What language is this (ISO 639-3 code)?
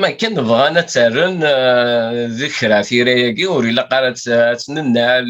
kab